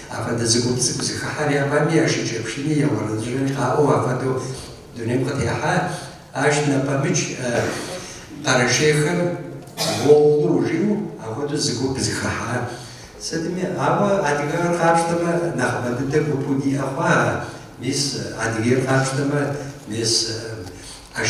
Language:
Kabardian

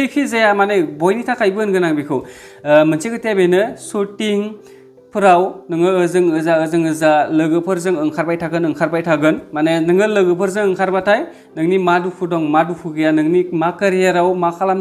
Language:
Bodo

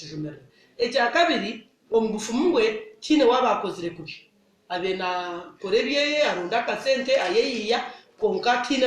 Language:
Nyankole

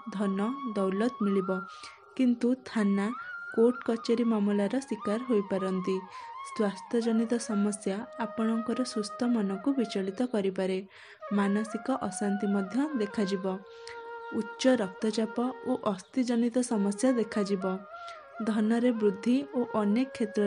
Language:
Odia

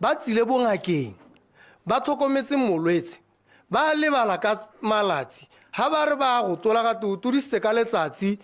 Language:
Tswana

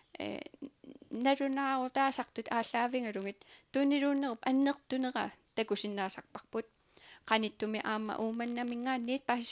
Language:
Kalaallisut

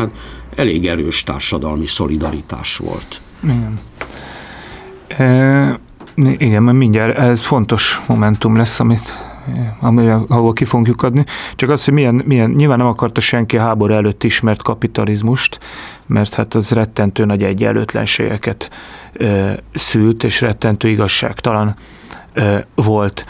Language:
Hungarian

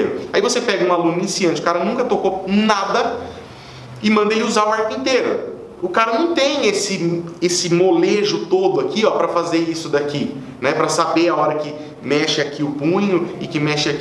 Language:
Portuguese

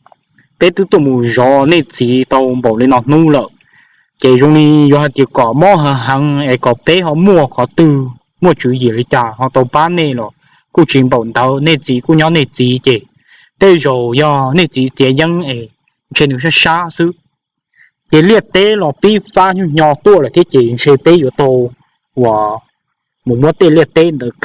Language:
Hmong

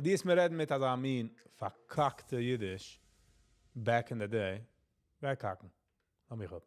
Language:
Yiddish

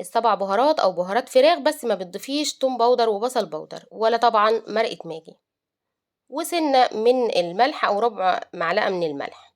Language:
Egyptian Arabic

